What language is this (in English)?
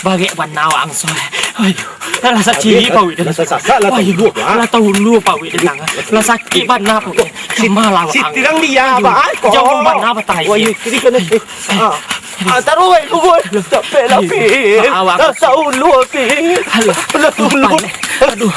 Minangkabau